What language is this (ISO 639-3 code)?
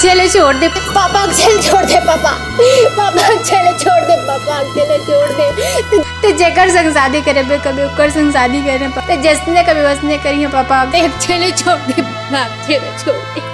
hne